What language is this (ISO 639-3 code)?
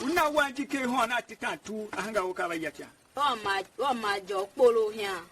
tiv